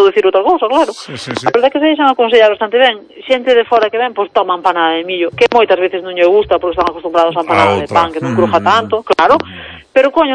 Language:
Galician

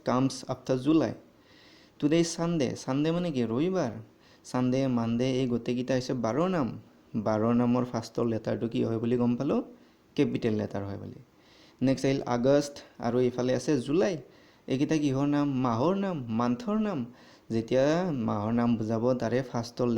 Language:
Assamese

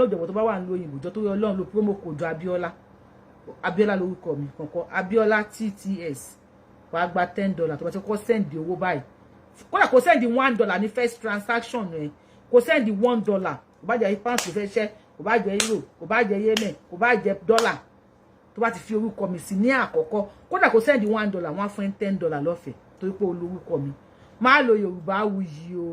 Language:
Yoruba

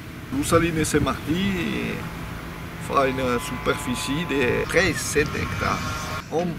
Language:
Occitan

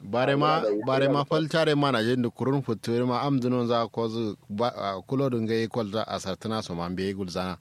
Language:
Kanuri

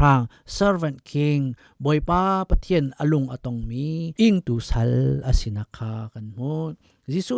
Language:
Hakha Chin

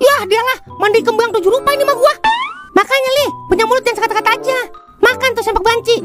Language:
Betawi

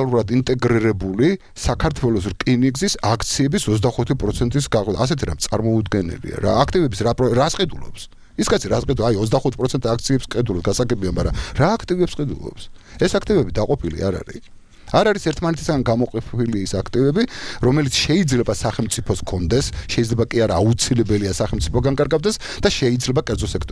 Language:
Georgian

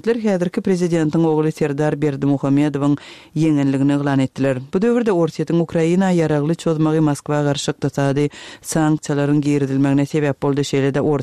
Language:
Turkmen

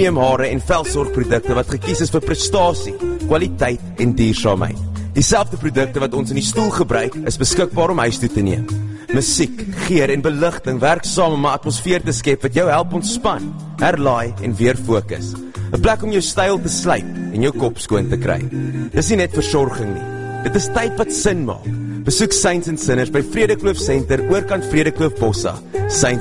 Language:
Afrikaans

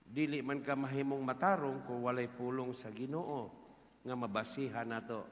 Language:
Cebuano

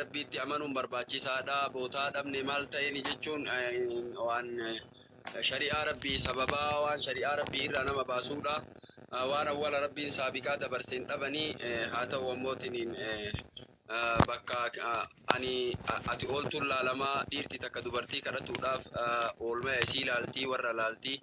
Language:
Oromo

